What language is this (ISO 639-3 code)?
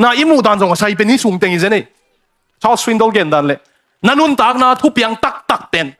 ctd